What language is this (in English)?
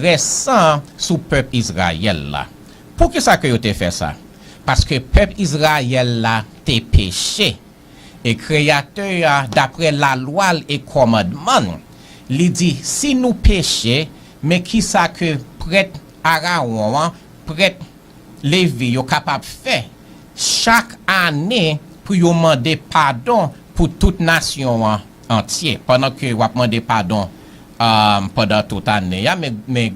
Haitian Creole